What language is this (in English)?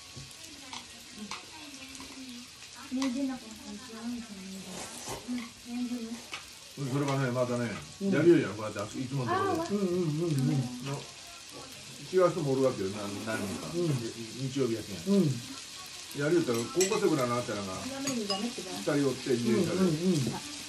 Japanese